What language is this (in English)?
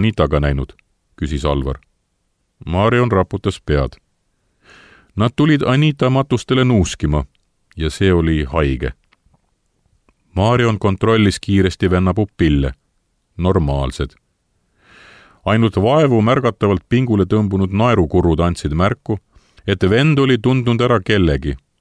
Estonian